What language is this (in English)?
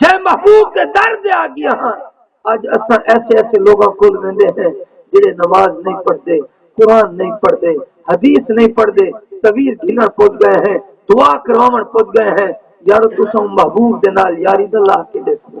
Saraiki